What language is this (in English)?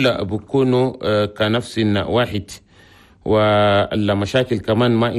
Chadian Arabic